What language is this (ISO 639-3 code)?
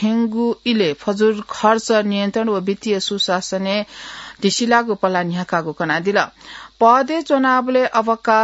new